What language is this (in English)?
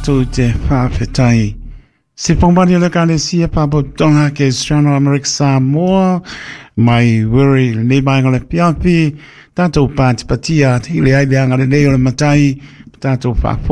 Samoan